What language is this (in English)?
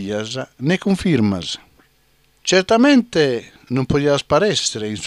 Sardinian